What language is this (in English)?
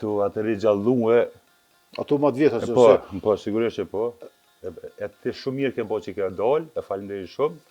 Albanian